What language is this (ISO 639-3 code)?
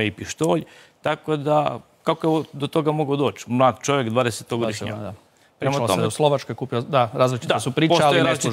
hrv